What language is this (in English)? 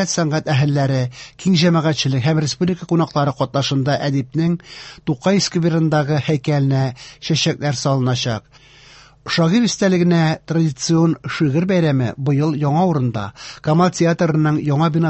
Tatar